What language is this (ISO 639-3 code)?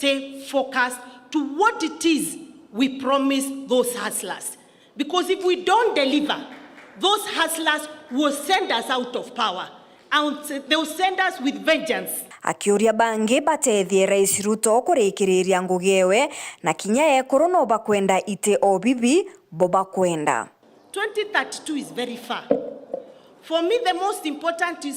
mer